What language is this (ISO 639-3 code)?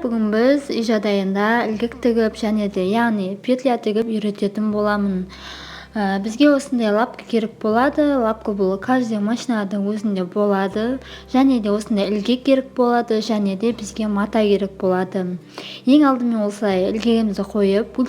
kaz